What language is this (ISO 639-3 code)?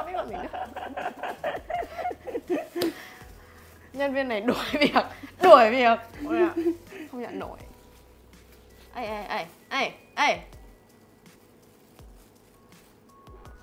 vie